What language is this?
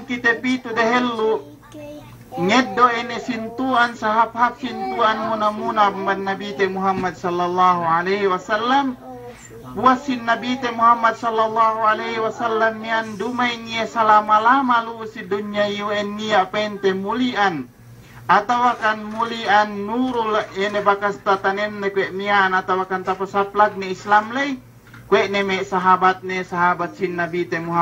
Yakan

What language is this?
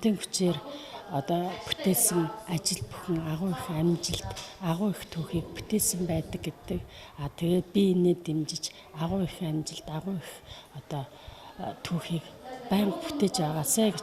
Mongolian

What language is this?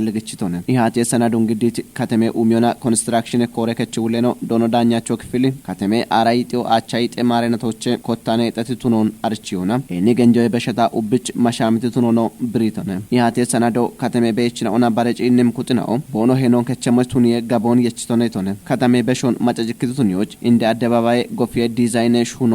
Kafa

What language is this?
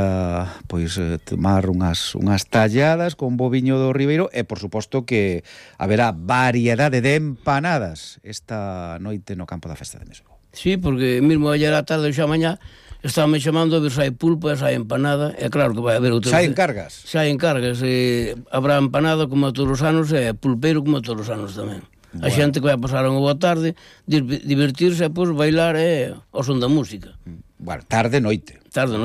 Galician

